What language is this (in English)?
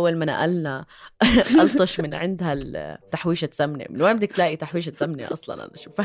North Levantine Arabic